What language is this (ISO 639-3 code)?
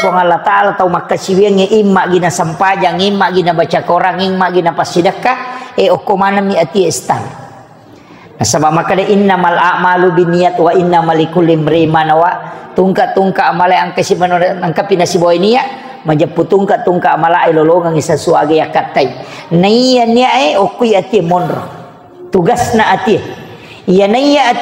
bug